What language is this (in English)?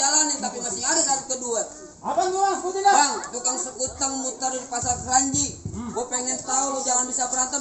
Betawi